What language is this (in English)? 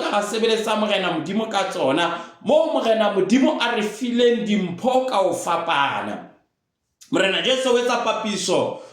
Southern Sotho